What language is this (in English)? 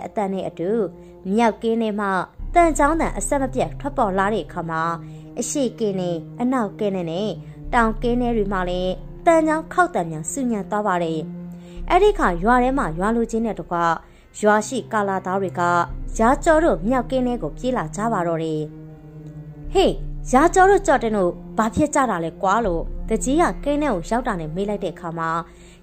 Burmese